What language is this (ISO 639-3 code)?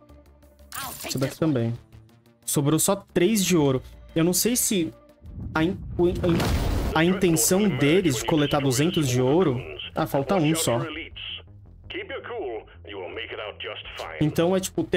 por